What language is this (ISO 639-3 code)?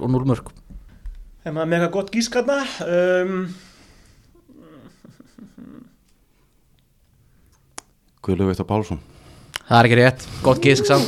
isl